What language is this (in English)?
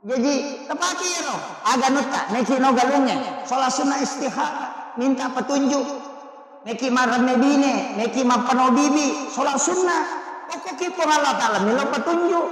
Buginese